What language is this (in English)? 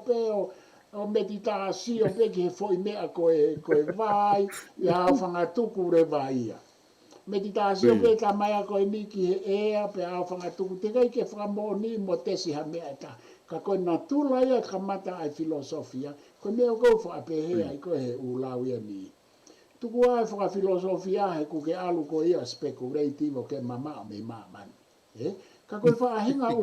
Tongan